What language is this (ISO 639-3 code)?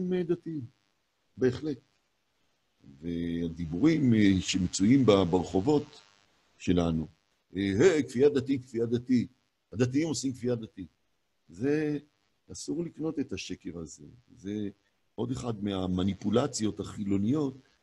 heb